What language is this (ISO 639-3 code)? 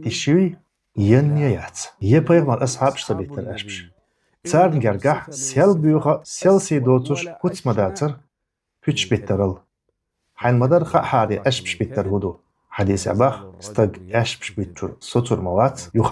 che